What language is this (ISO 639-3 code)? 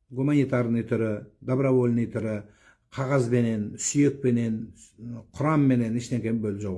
kaz